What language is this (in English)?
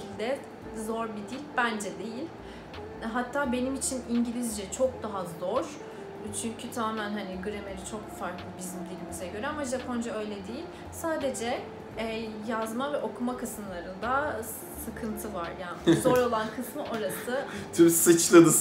Turkish